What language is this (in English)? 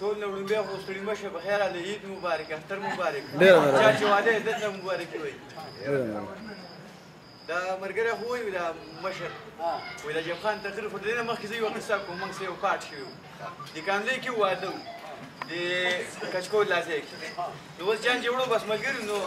Pashto